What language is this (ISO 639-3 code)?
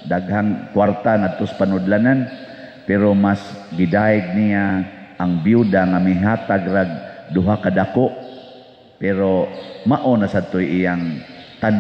ceb